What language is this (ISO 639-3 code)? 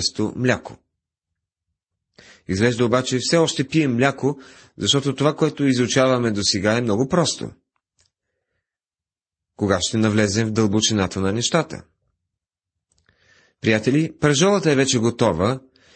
bul